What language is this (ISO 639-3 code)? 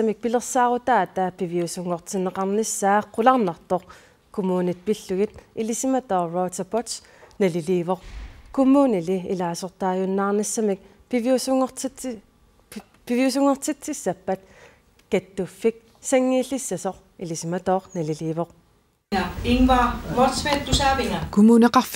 kal